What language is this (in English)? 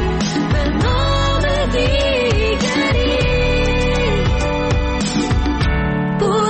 Persian